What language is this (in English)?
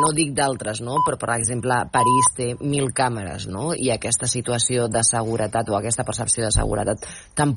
Catalan